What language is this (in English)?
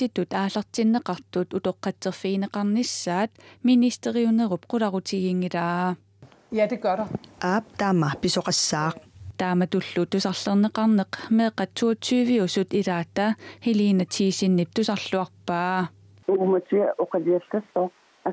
Kalaallisut